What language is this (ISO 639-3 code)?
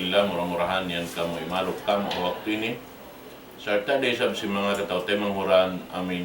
tsg